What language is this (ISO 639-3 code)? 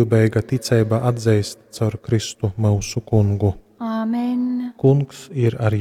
ltg